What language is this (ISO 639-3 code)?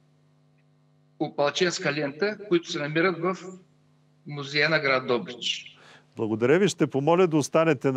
bul